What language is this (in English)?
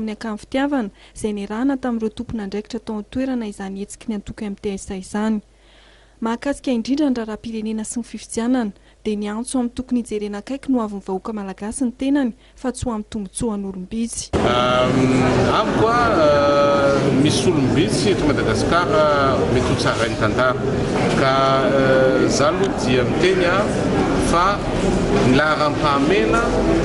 Malagasy